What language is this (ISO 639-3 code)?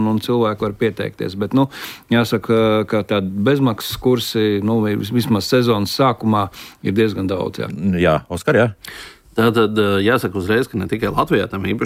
lav